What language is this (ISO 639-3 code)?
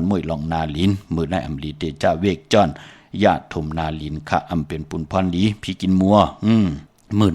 shn